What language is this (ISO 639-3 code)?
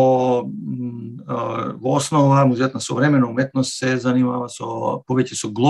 mkd